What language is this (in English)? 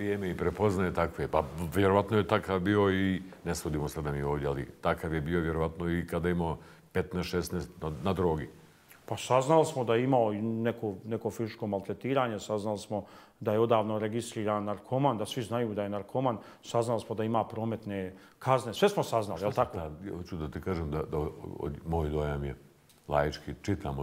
Bosnian